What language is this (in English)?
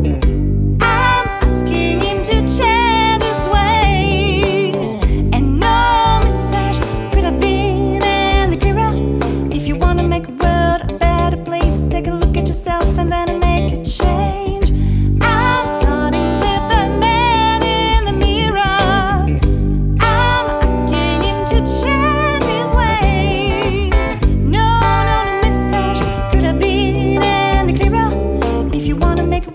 English